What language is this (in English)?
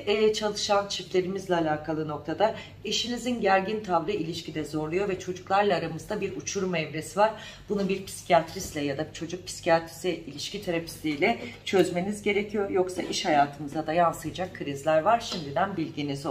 Turkish